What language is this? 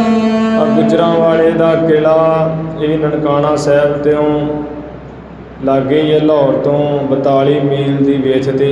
Punjabi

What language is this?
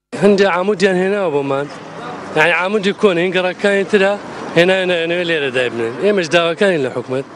Central Kurdish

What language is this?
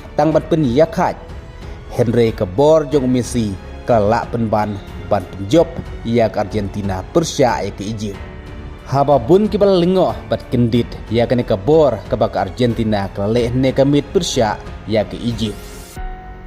Khasi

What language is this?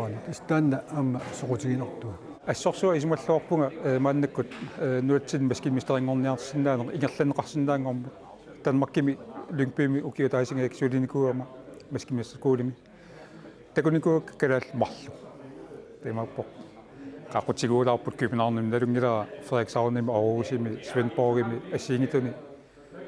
Kalaallisut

